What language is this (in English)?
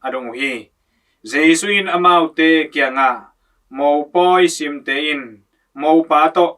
Tedim Chin